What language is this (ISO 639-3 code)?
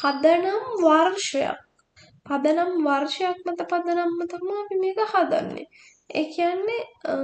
sin